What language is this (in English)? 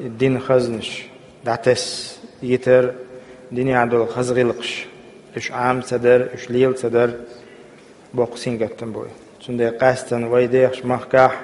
Chechen